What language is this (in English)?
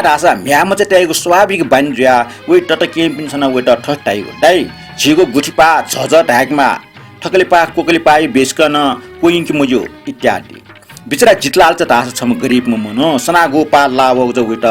Newari